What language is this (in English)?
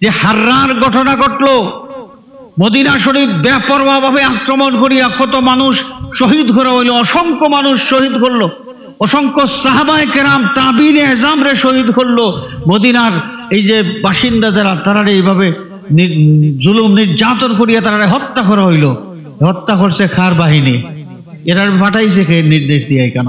Sylheti